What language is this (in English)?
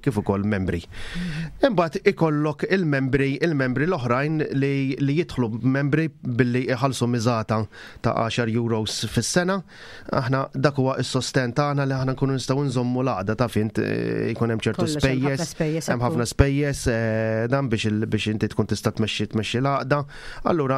Maltese